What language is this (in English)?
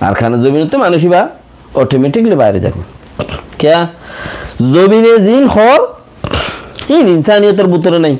Rohingya